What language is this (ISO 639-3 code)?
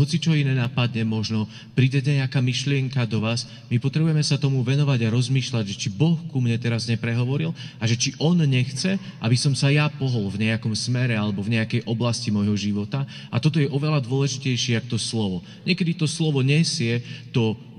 slk